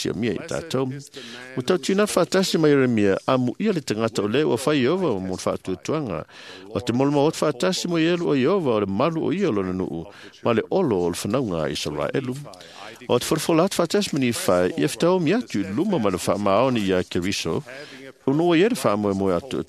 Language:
Samoan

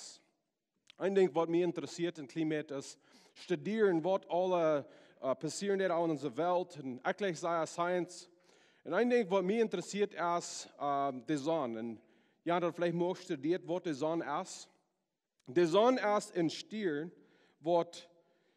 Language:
Plautdietsch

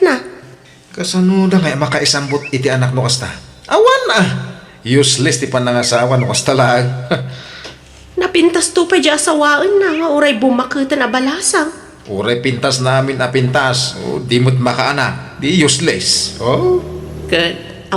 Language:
Iloko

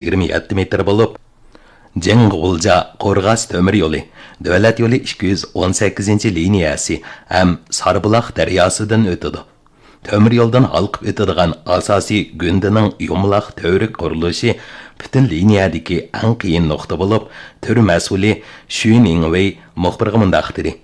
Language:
Uyghur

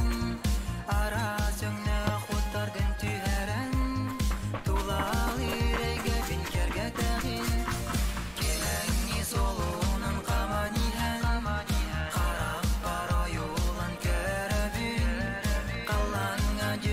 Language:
Yakut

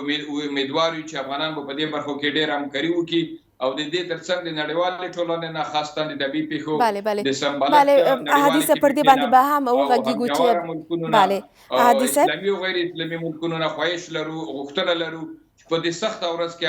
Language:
Pashto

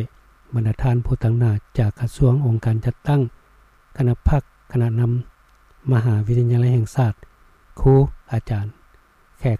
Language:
Lao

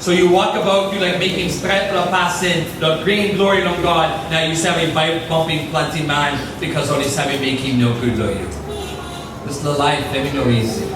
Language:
Tok Pisin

